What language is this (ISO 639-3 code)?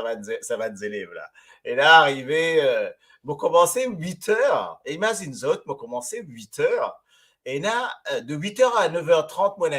mfe